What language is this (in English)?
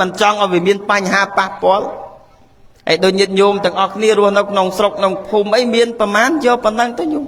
Khmer